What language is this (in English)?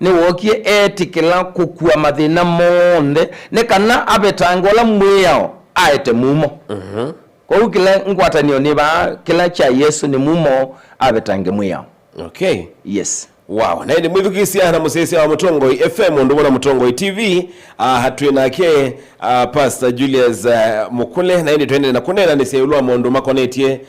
Kamba